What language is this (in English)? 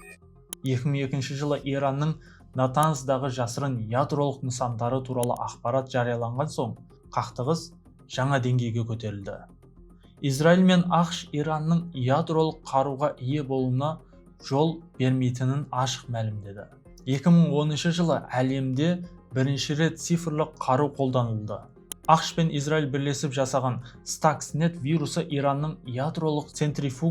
Kazakh